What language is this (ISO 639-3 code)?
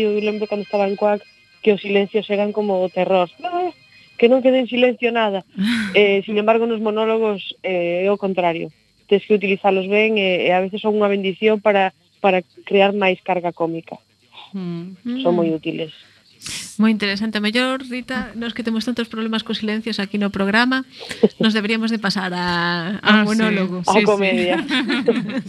glg